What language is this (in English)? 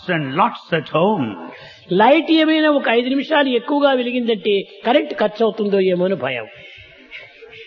Telugu